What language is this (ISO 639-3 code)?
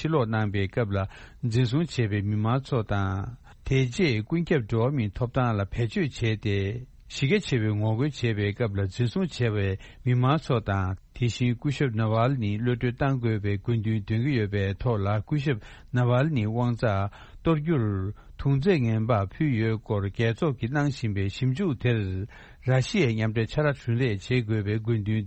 bod